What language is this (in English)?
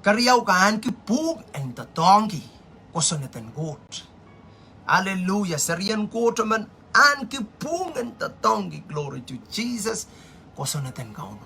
Pohnpeian